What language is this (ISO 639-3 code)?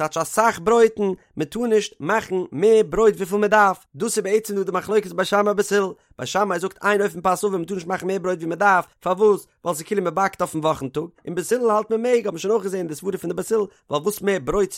yid